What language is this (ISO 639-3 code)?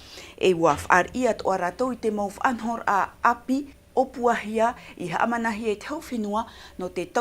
tah